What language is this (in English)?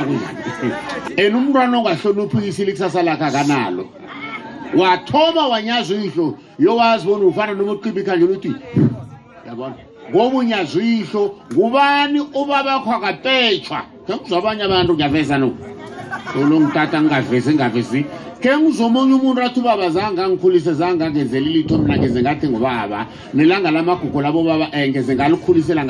South Ndebele